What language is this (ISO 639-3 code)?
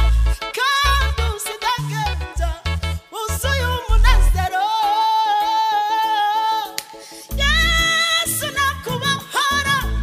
kin